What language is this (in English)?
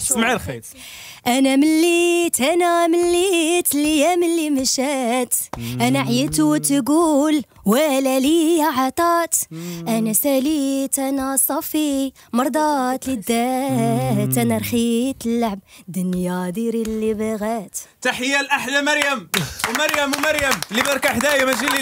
Moroccan Arabic